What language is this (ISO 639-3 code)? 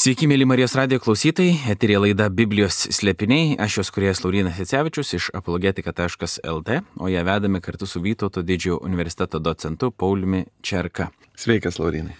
lit